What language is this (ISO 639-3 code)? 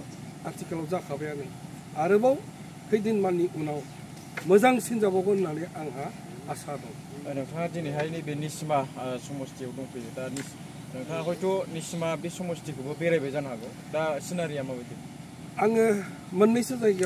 brx